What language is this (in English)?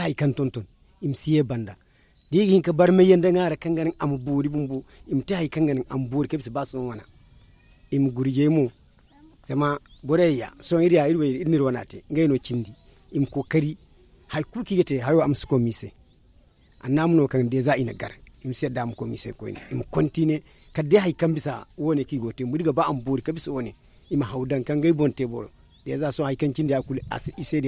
Zarma